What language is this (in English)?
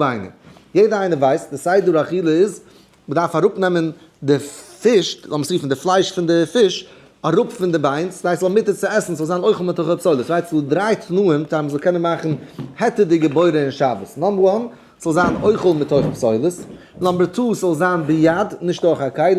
Yiddish